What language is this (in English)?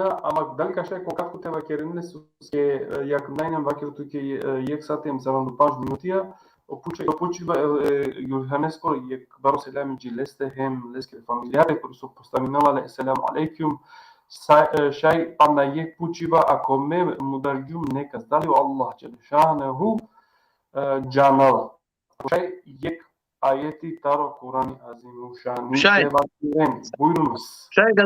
Balkan Romani